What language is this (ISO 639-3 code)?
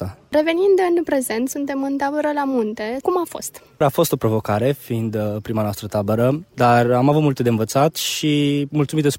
ron